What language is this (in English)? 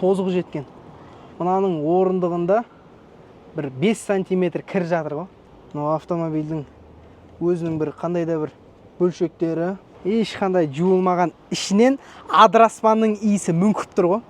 Kazakh